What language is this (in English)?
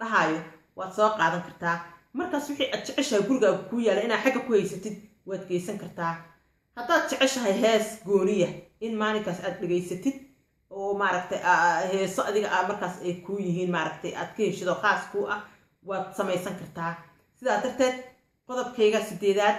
Somali